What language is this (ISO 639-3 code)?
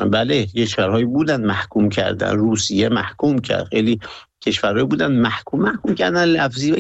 fas